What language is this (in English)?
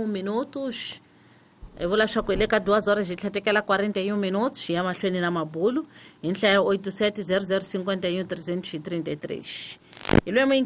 Tsonga